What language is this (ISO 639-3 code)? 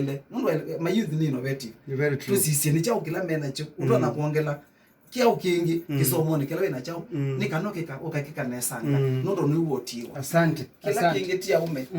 kam